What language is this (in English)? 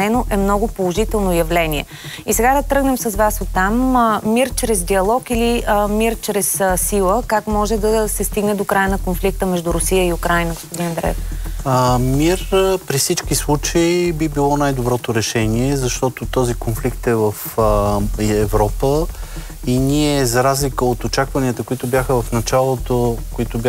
Bulgarian